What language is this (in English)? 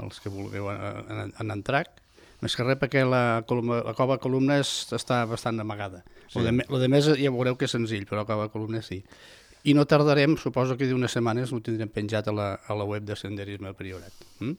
Catalan